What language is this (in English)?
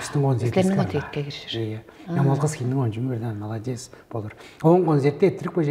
Tuvinian